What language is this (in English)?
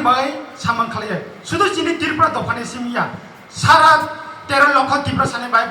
Kok Borok